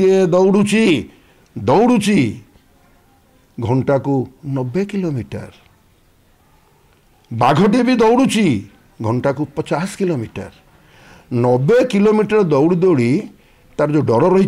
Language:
Odia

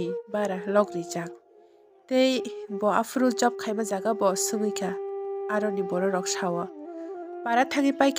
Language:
Kok Borok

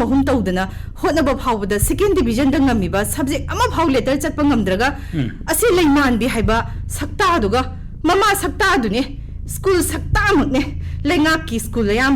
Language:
Manipuri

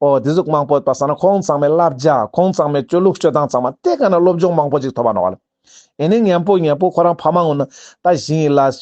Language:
Ladakhi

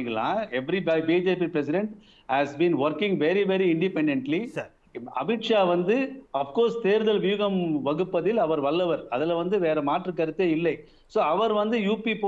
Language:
Tamil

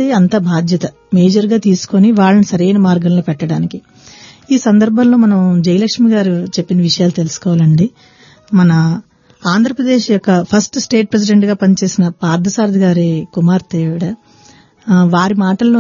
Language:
Telugu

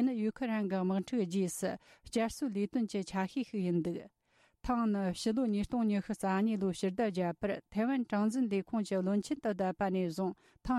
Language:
Tibetan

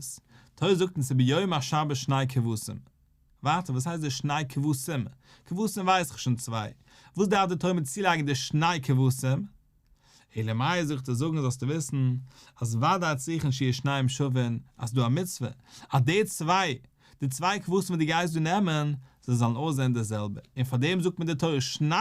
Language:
Yiddish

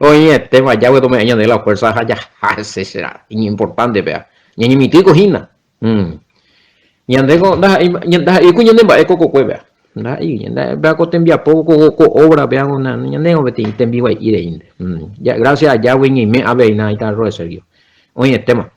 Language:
Guarani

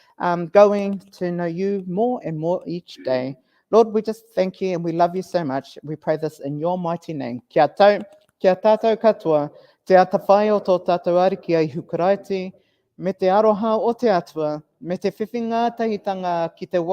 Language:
Māori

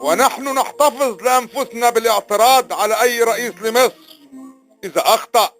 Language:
Egyptian Arabic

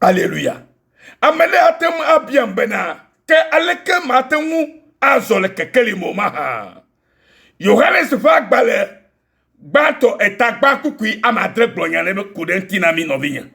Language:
Ewe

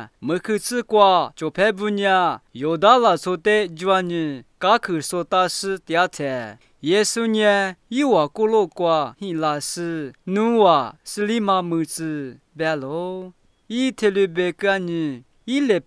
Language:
Lisu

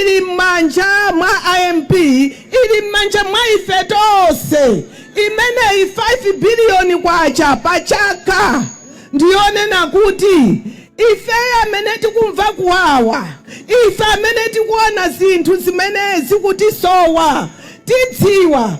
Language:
Nyanja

